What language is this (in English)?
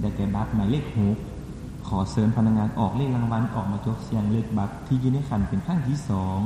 Lao